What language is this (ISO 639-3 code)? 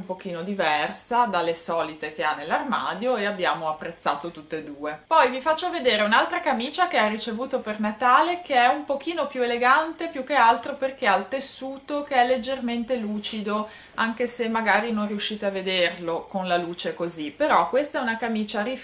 ita